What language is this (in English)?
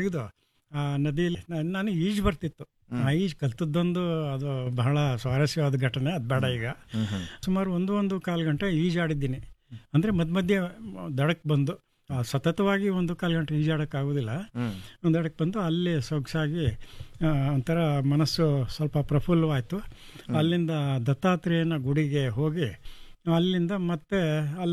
Kannada